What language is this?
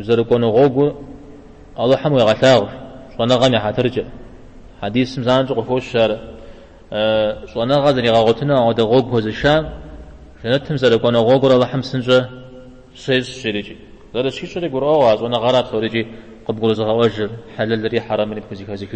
Kabardian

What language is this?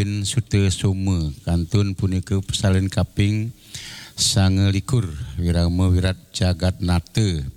Balinese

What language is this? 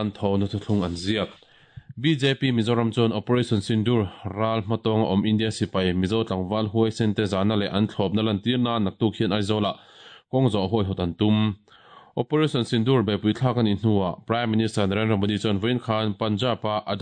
Mizo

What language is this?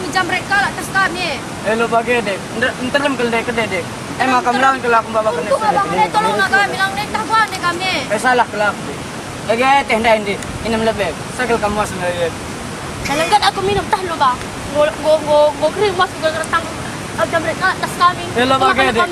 Batak Karo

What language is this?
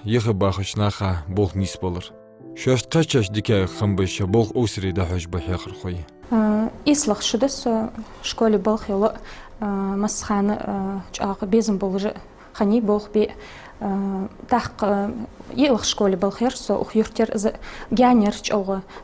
Ingush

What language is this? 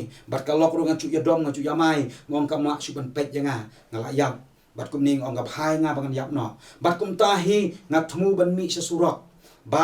Khasi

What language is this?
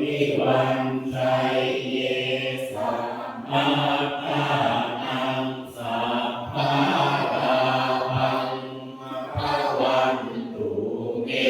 Pali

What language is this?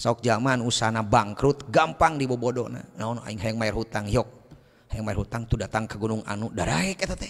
Sundanese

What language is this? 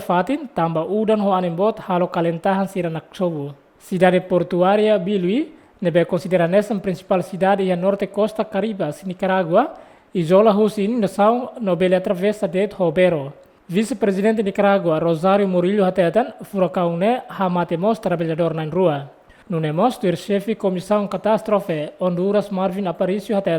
Tetum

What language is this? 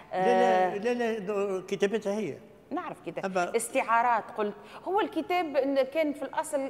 Tunisian Arabic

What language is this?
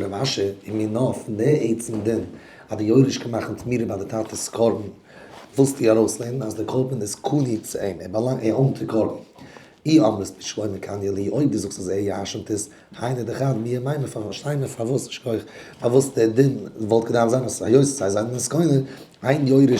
Yiddish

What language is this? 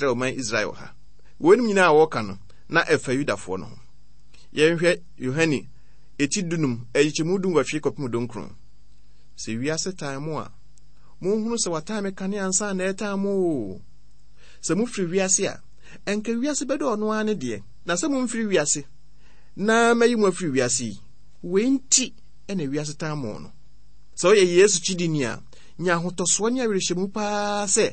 Akan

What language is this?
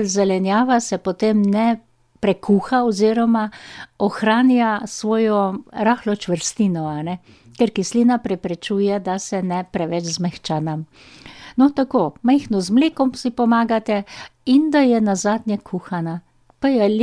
Slovenian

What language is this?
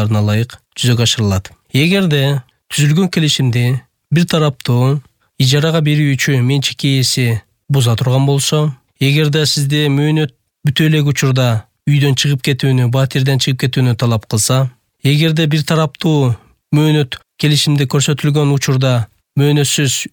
Kyrgyz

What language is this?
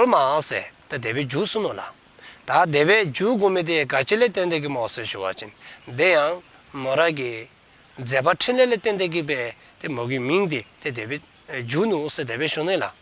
Dzongkha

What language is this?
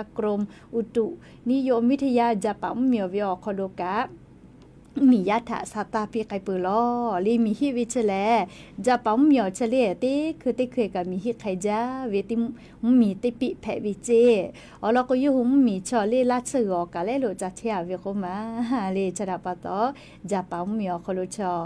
Lahu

